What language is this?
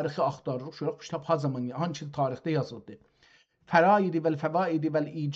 South Azerbaijani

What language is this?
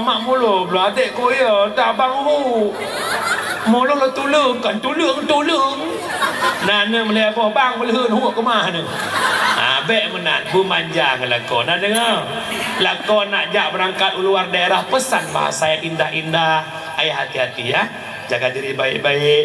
Achinese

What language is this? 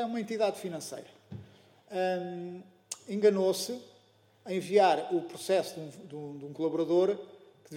Portuguese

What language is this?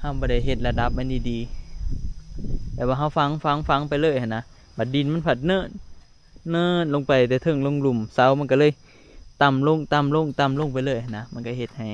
Northeastern Thai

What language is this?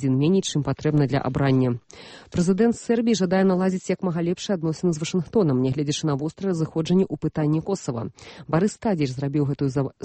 Belarusian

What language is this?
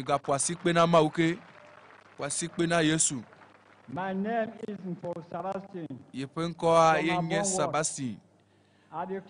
Ewe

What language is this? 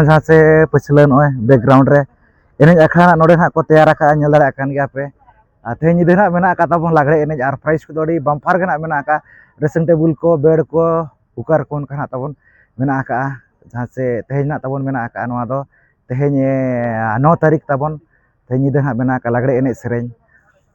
Santali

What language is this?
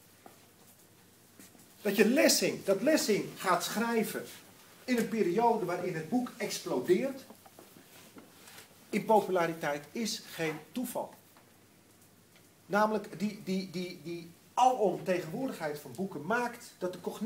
Dutch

